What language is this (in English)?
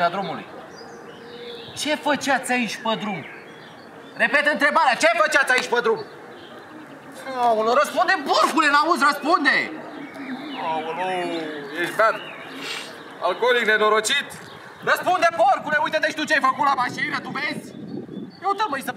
Romanian